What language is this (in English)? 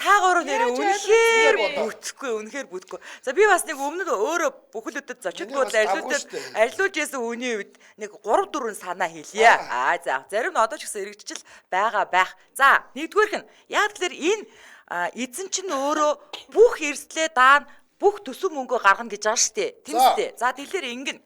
Mongolian